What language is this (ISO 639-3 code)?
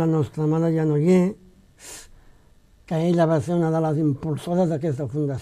cat